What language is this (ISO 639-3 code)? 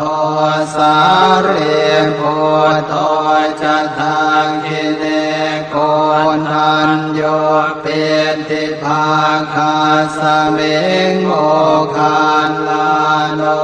pli